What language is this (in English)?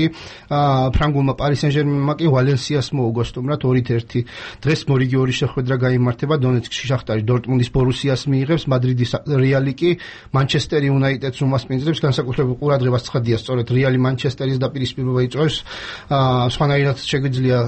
Georgian